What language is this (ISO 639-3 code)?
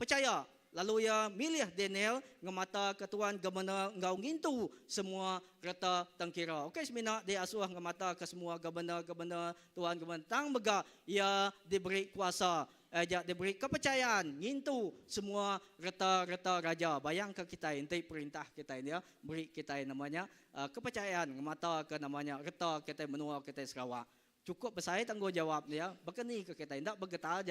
iba